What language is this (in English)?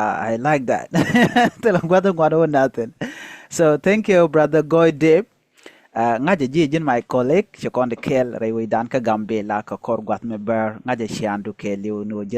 Nuer